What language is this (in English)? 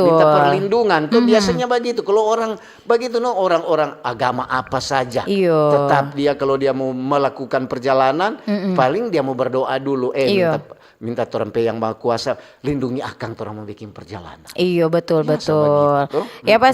Manado Malay